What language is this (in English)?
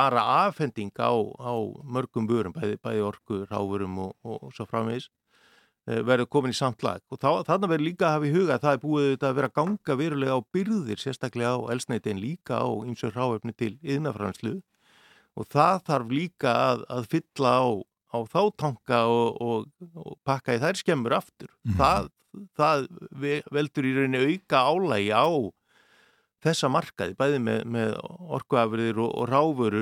Icelandic